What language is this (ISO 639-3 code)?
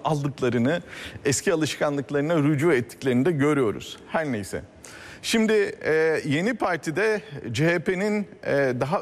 tur